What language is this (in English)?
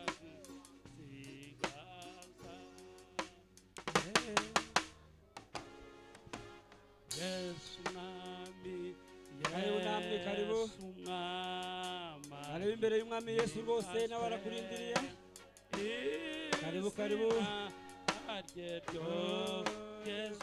Kinyarwanda